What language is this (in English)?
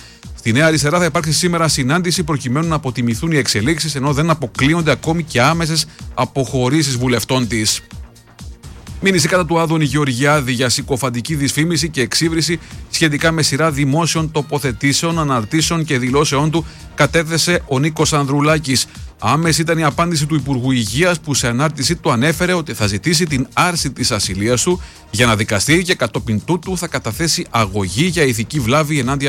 Greek